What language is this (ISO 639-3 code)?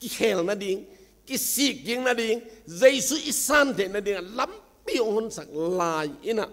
ctd